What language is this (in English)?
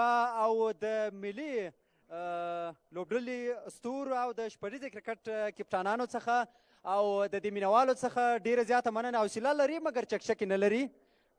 Pashto